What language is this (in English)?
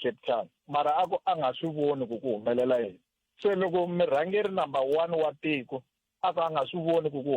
Tsonga